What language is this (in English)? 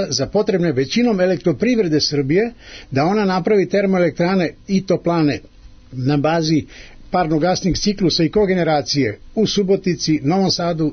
Serbian